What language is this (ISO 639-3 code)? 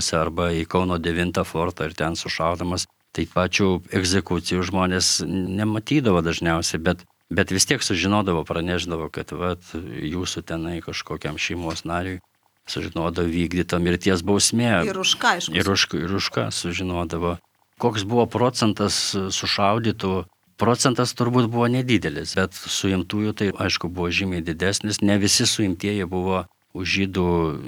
lit